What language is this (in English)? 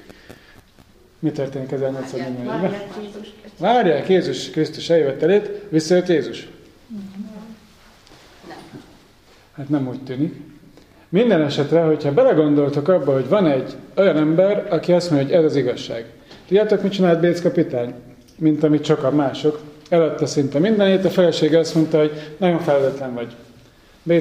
Hungarian